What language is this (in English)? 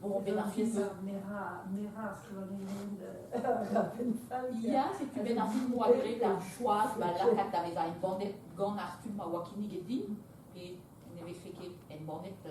Breton